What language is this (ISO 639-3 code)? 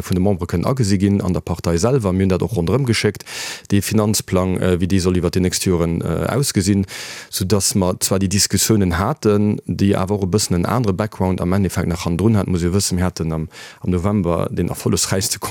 ltz